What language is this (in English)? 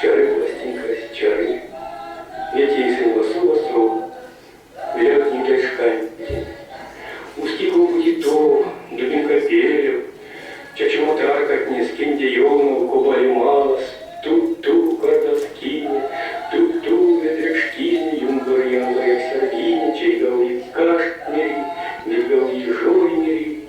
Erzya